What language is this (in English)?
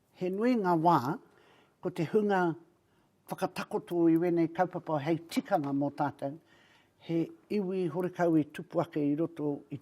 Māori